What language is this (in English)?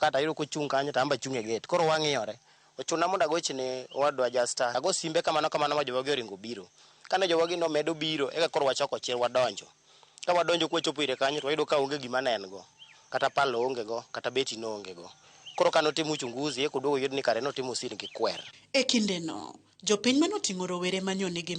Luo (Kenya and Tanzania)